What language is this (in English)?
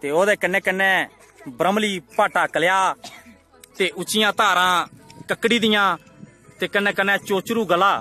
Dogri